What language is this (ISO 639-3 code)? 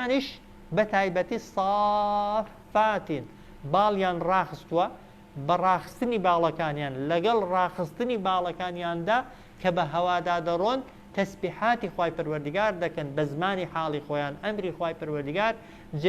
ckb